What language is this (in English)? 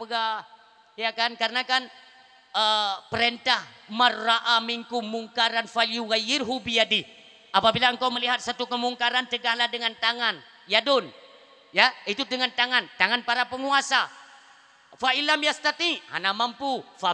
Achinese